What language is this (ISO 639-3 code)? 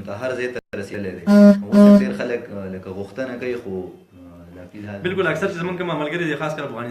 pus